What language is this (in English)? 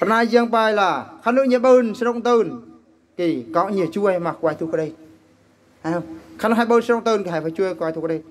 Eastern Bru